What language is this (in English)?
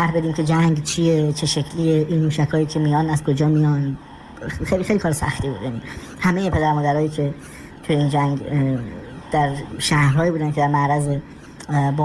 Persian